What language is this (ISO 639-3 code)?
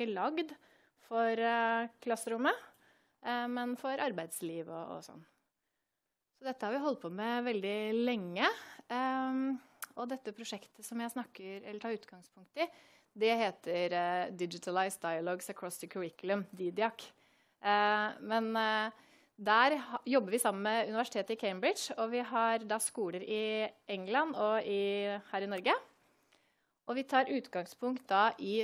nor